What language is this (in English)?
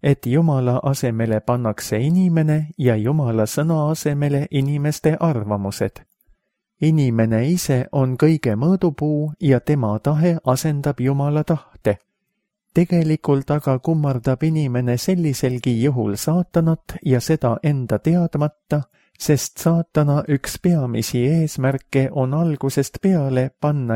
Estonian